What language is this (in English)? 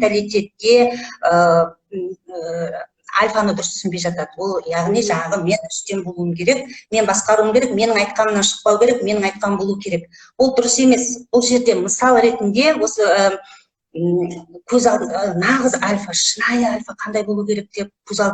Kazakh